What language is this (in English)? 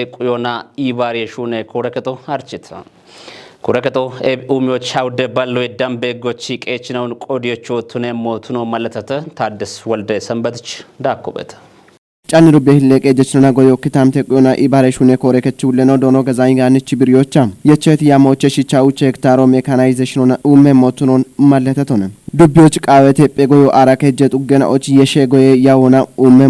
Kafa